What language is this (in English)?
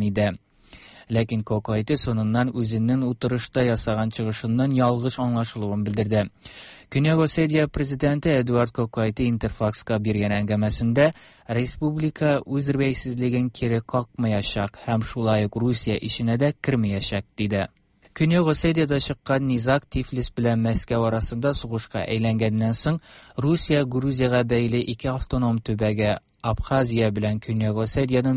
Tatar